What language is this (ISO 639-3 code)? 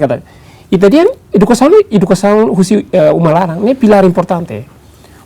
tet